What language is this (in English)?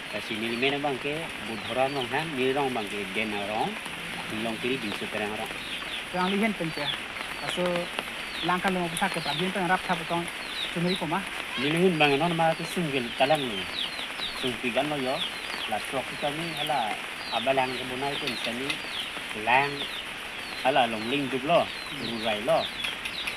Karbi